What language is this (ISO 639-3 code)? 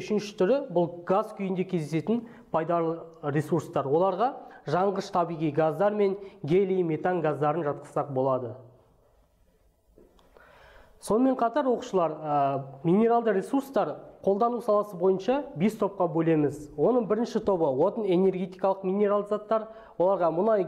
kaz